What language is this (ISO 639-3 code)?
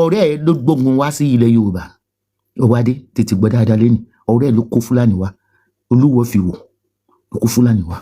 yor